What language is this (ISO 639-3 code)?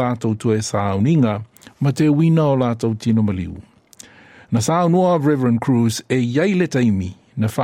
smo